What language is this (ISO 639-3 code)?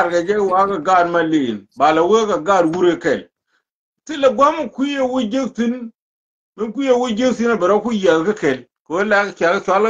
nus